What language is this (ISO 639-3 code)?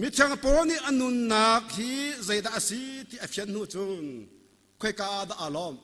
cnh